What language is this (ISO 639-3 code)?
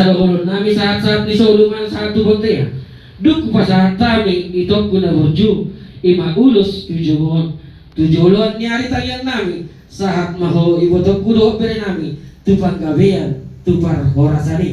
bbc